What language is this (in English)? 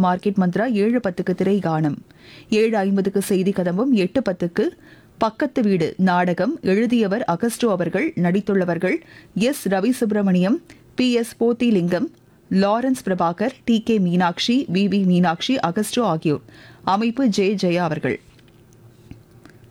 Tamil